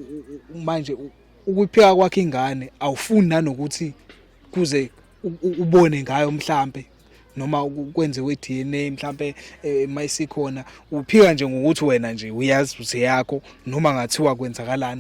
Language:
Zulu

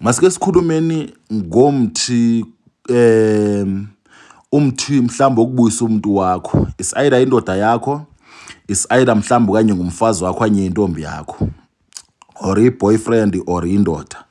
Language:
Zulu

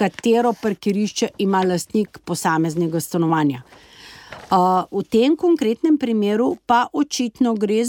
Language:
Slovenian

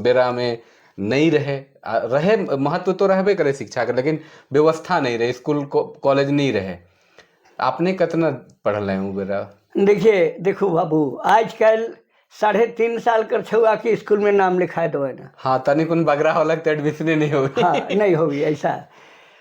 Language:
Sadri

